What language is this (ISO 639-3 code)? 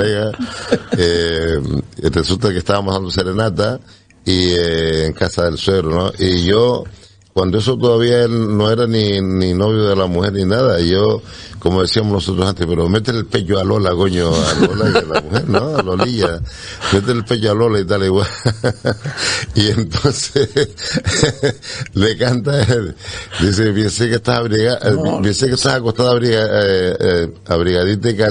spa